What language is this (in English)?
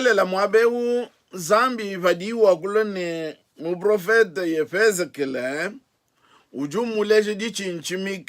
Luba-Lulua